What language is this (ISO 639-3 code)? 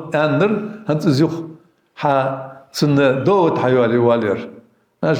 inh